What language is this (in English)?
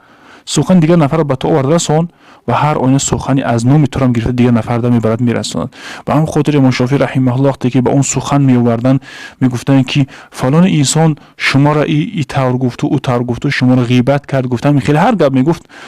Tajik